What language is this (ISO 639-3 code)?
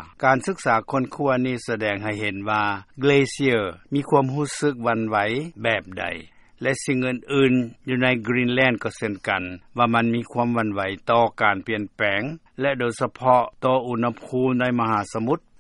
lao